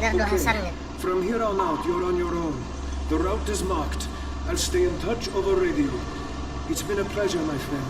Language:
Banjar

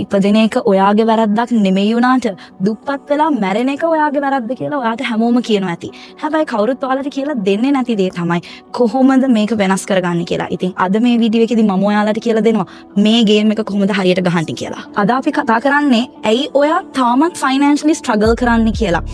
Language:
Sinhala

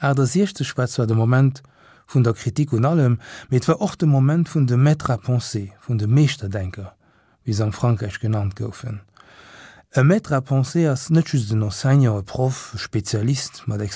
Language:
Luxembourgish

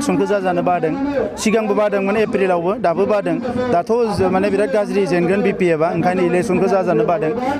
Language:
Bodo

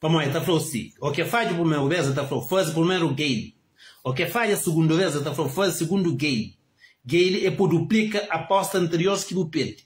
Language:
Kabuverdianu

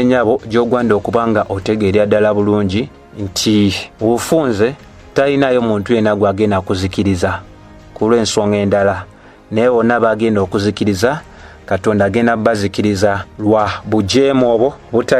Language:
Ganda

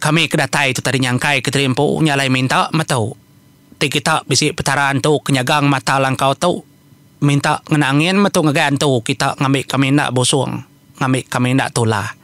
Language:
Iban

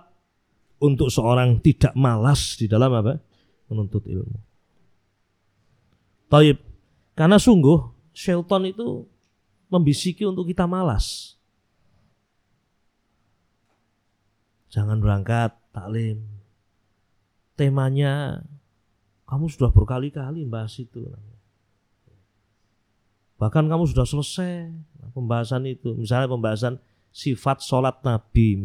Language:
Indonesian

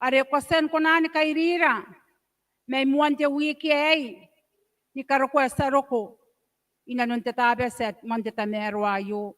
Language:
Gilbertese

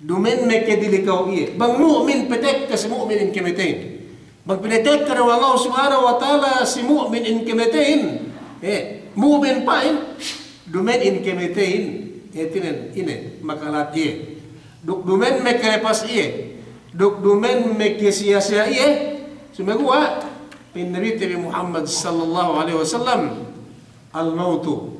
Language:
Yakan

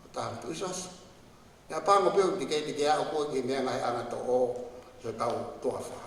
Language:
Tongan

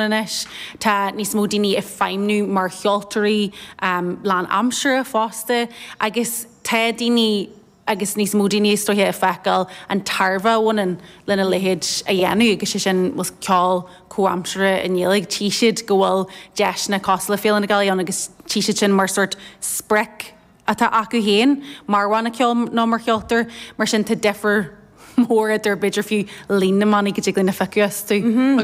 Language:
Irish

